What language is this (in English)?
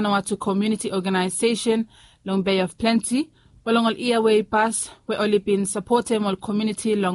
Bislama